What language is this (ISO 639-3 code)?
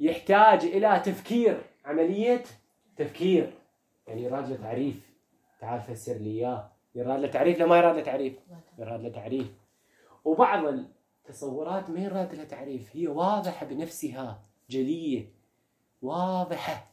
acm